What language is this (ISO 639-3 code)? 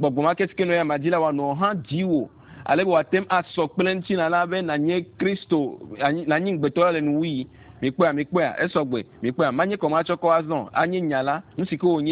ewe